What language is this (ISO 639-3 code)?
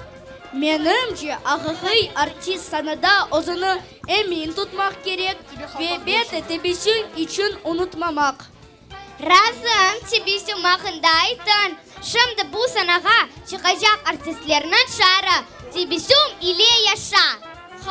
crh